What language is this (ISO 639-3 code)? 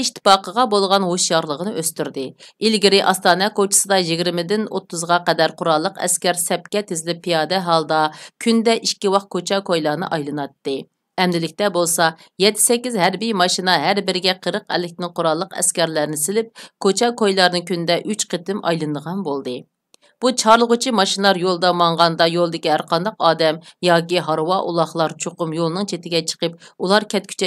uig